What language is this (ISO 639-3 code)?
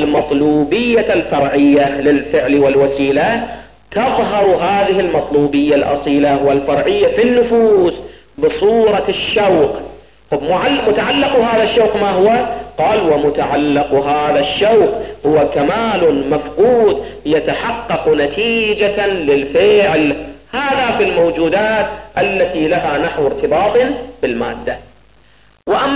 ara